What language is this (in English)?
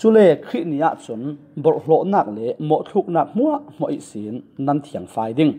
Falam Chin